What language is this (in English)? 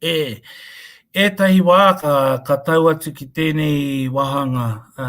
Māori